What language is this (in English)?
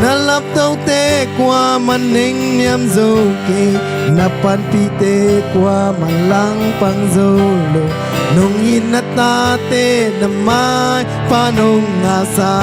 Tedim Chin